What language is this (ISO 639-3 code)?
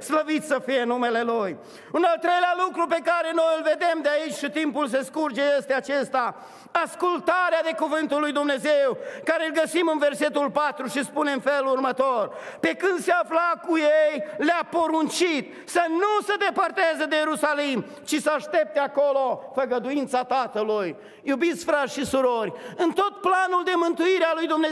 ron